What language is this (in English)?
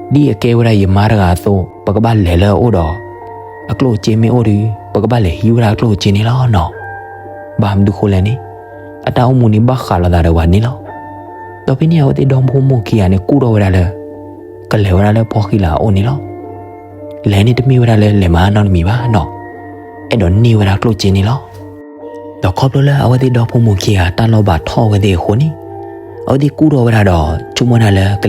S'gaw Karen